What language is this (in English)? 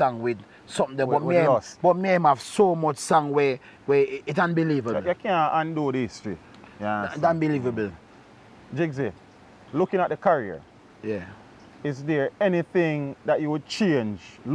Jamaican Creole English